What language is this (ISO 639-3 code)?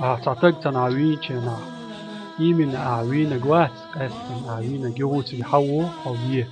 che